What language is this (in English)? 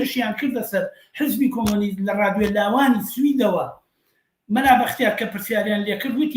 Central Kurdish